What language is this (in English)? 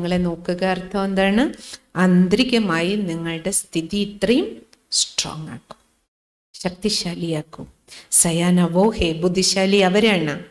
Malayalam